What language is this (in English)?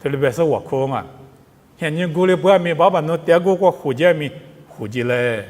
Lisu